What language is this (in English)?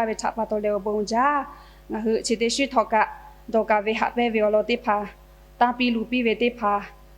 Lahu